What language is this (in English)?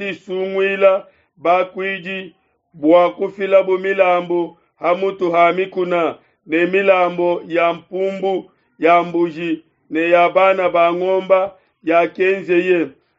Luba-Lulua